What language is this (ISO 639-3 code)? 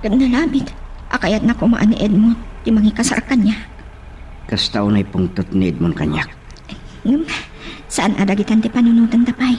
ilo